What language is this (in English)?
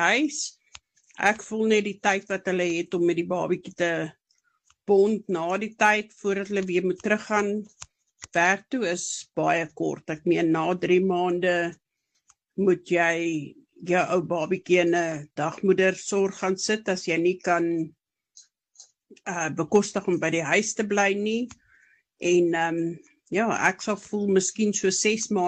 Afrikaans